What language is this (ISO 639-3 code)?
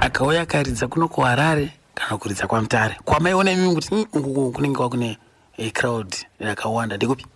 sna